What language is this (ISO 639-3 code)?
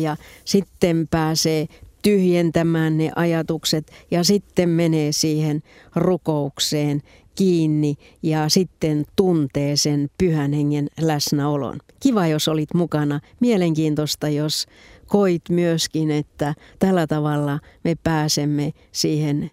fin